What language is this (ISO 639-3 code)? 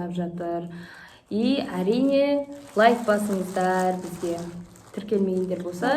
kaz